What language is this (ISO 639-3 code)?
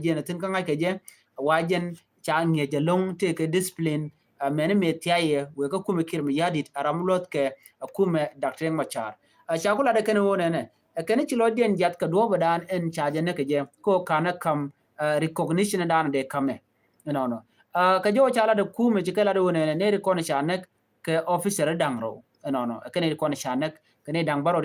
nus